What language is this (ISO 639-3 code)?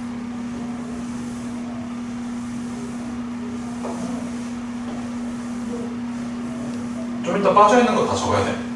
kor